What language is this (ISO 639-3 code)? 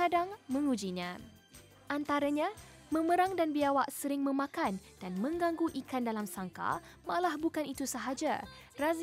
msa